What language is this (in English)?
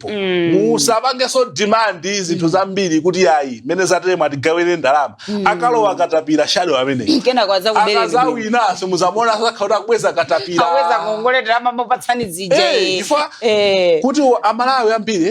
Nyanja